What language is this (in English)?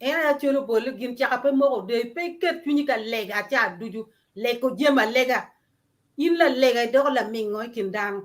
Acoli